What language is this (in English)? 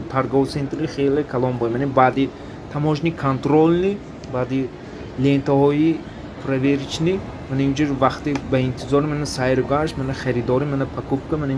Tajik